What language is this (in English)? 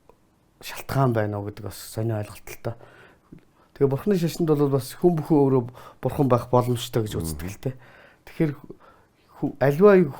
Mongolian